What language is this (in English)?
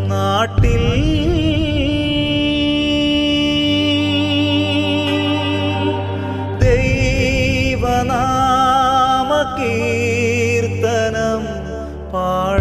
Malayalam